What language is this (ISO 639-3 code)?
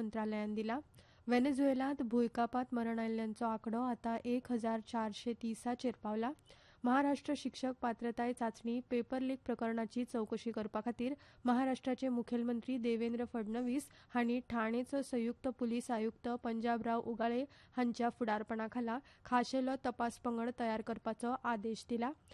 kok